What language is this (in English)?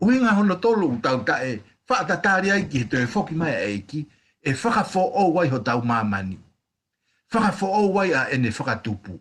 Tongan